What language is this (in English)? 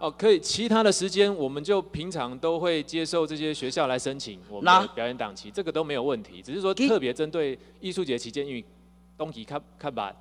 Chinese